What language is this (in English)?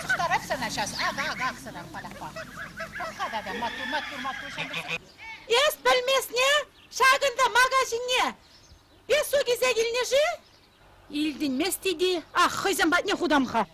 Chuvash